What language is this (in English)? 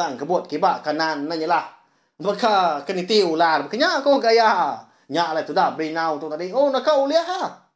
Iban